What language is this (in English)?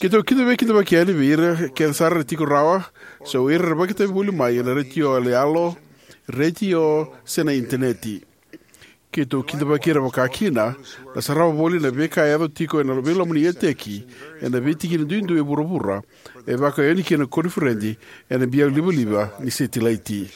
Fijian